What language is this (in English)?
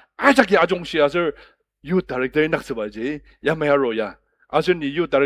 Ao Naga